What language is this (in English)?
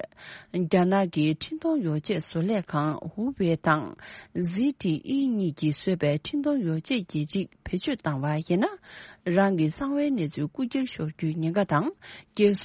Tibetan